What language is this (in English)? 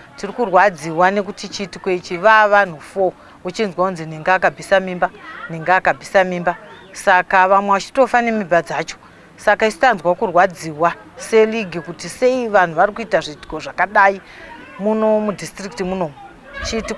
Shona